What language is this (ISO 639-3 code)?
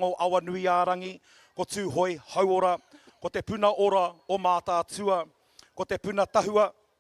mri